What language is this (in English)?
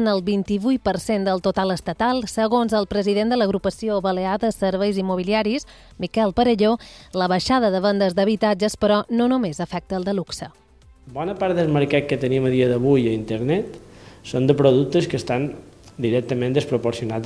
Catalan